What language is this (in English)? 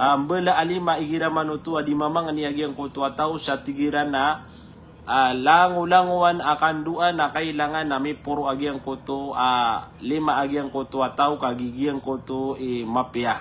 Maranao